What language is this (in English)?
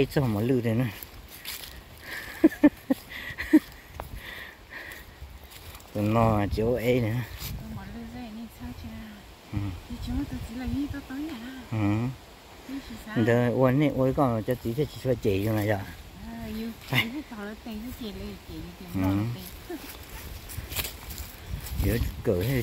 Vietnamese